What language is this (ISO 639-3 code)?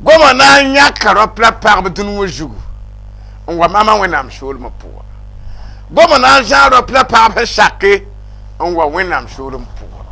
mos